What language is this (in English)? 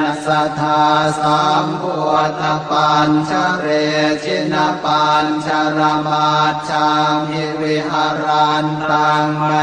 Pali